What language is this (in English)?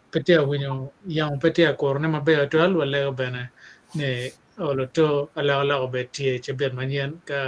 Acoli